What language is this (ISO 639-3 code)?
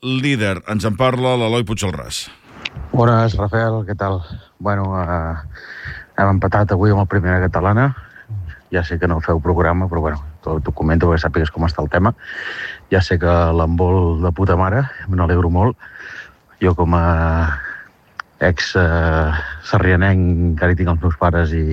cat